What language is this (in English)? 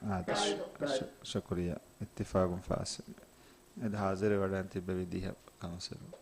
Divehi